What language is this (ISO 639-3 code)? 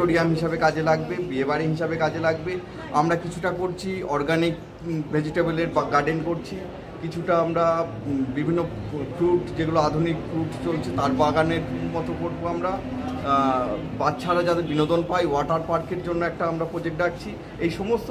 ben